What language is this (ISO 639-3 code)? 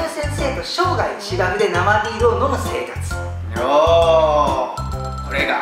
jpn